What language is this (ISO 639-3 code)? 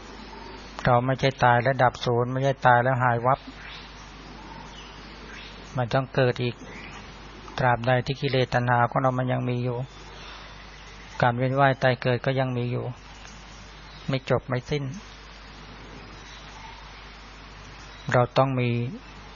tha